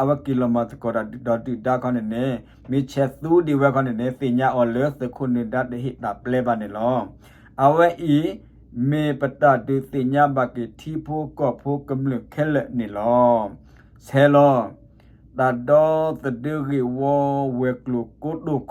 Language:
S'gaw Karen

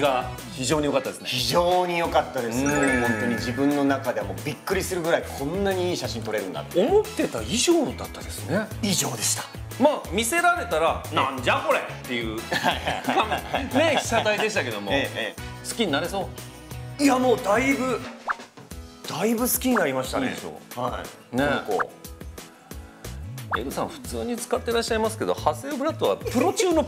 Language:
Japanese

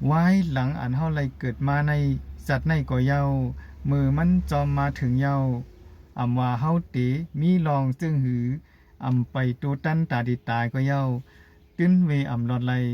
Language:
Shan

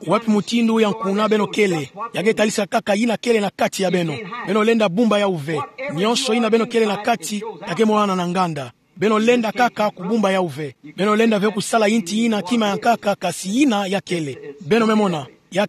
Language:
Kituba (Democratic Republic of Congo)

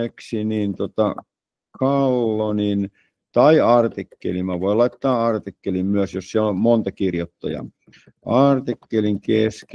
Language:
Finnish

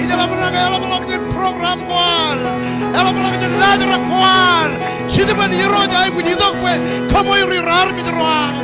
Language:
Marshallese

